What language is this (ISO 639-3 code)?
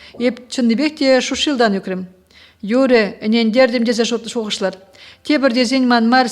chv